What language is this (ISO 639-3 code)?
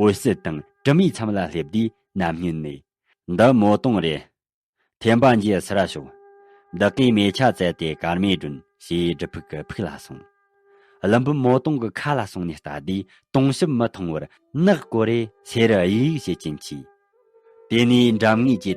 bod